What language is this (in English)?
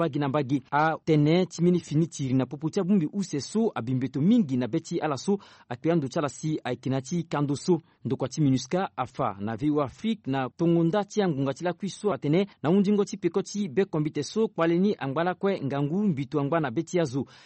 Sango